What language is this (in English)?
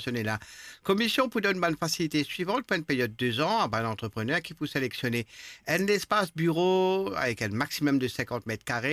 Morisyen